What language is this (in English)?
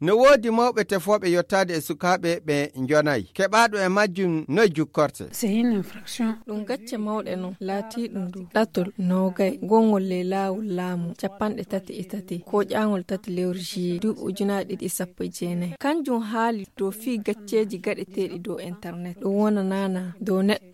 Fula